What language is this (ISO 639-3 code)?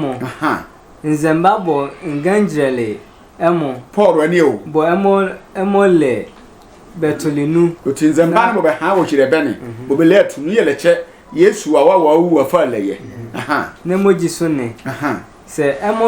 sfw